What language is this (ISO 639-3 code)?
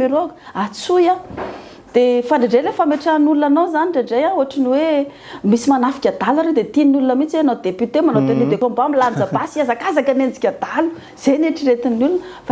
mlg